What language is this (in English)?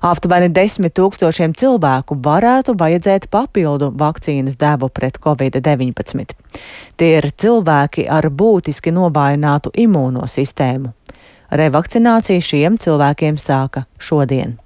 Latvian